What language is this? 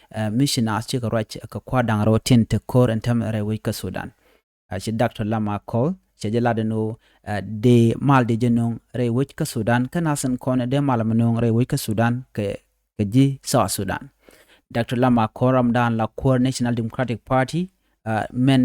Nuer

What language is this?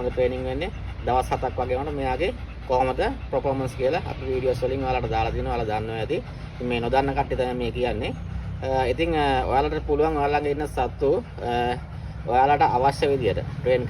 Sinhala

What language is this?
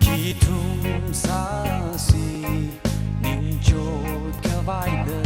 Tangkhul Naga (India)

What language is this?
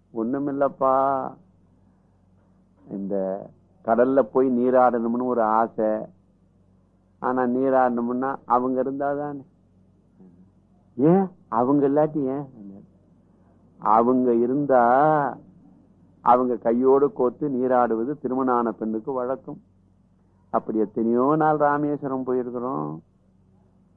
Tamil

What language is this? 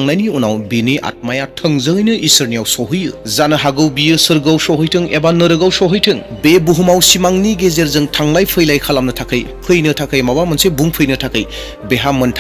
Bodo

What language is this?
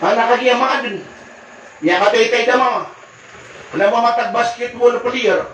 Maranao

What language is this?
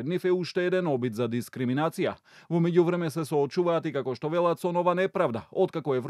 Macedonian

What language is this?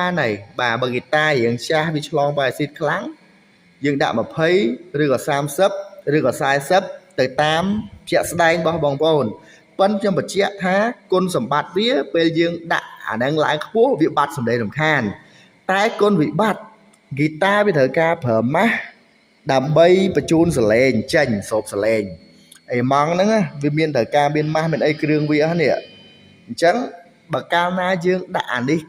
Khmer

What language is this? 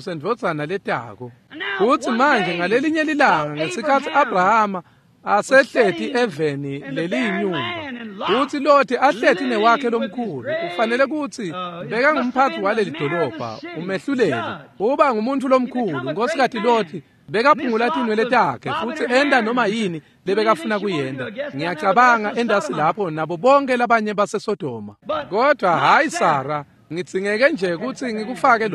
Swati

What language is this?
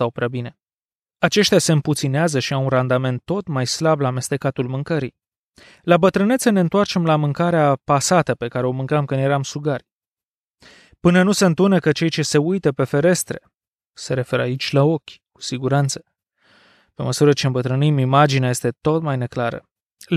Romanian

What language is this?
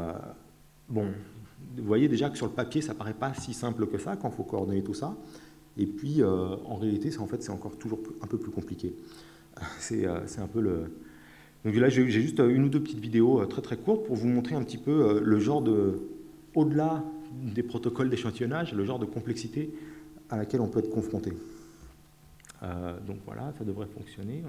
French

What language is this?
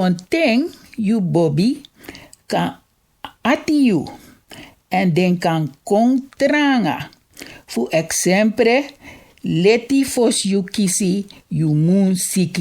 Sranan Tongo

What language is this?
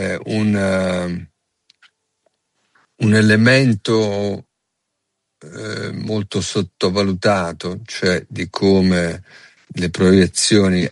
Italian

